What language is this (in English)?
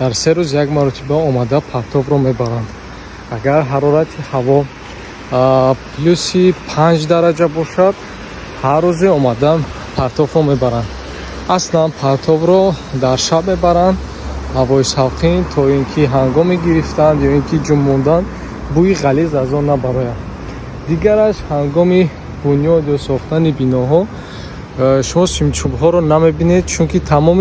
Tajik